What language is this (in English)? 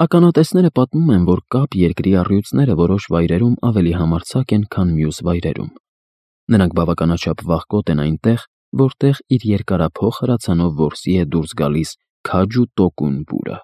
Armenian